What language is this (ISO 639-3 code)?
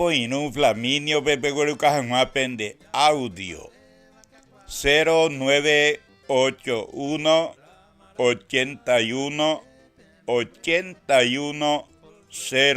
grn